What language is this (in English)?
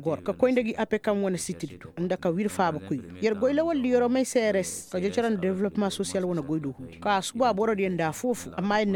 Koyraboro Senni